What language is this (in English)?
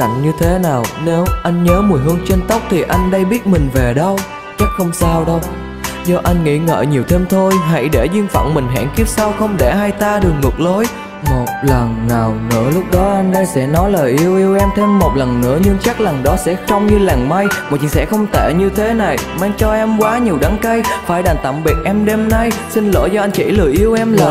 Vietnamese